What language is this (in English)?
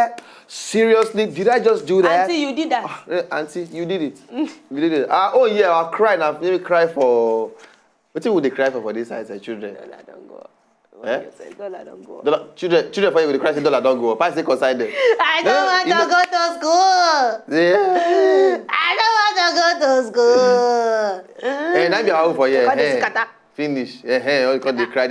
Nigerian Pidgin